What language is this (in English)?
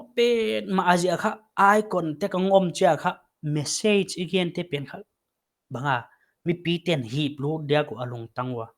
Paite Chin